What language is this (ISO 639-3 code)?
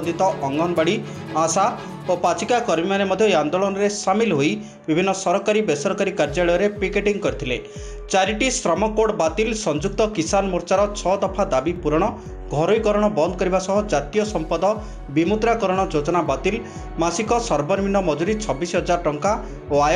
ori